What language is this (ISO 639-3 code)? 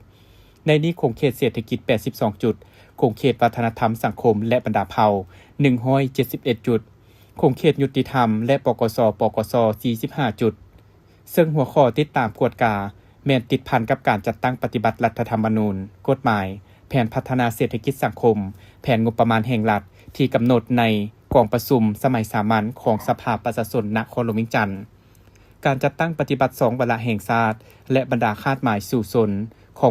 lao